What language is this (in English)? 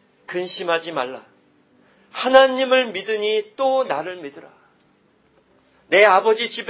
Korean